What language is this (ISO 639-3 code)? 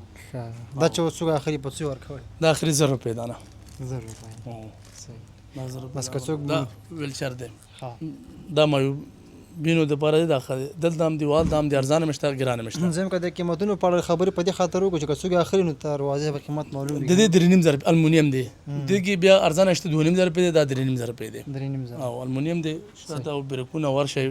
pus